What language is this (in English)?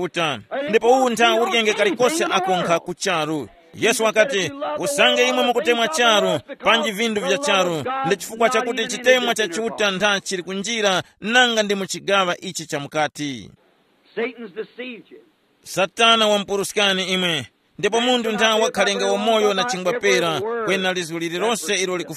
Tumbuka